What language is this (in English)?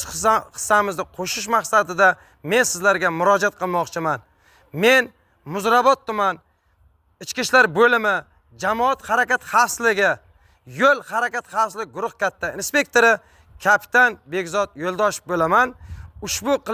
Uzbek